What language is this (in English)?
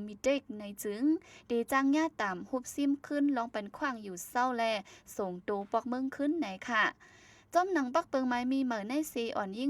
Shan